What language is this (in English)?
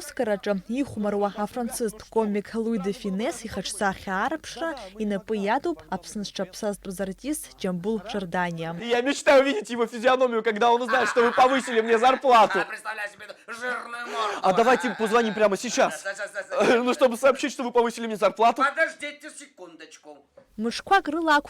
Abkhazian